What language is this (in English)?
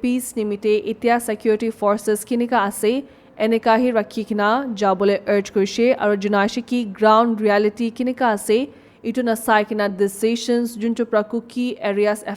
Naga Pidgin